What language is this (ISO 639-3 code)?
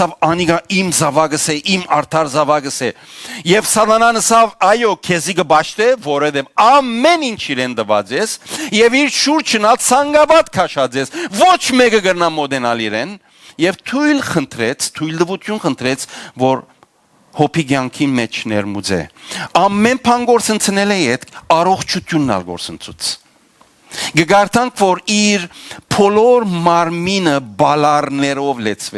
hyw